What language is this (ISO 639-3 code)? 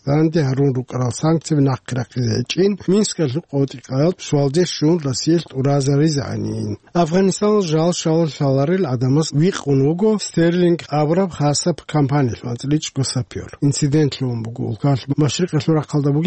ava